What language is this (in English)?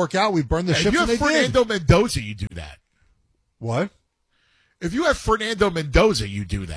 English